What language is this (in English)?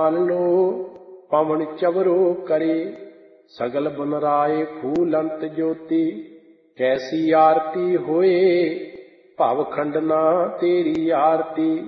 Punjabi